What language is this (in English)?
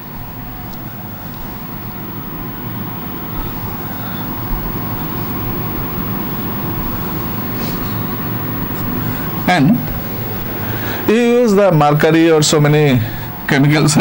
English